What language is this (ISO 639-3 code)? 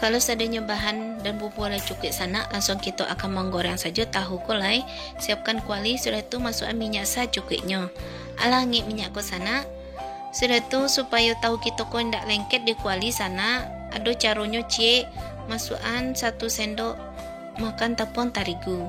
min